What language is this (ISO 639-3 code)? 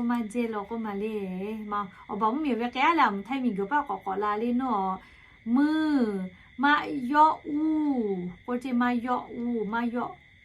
lhu